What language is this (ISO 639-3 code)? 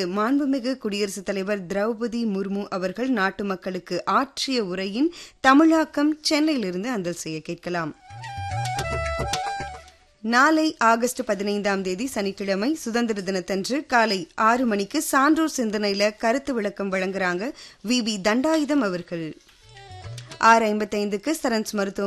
tam